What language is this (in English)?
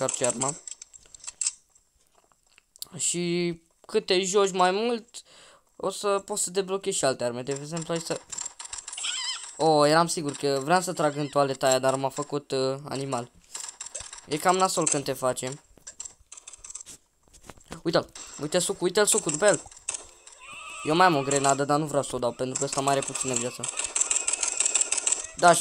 Romanian